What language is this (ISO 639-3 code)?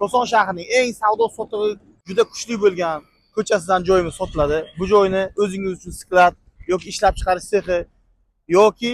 uzb